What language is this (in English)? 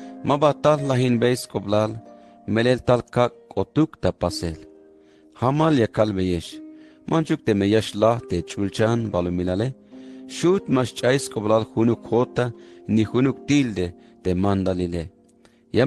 Tzeltal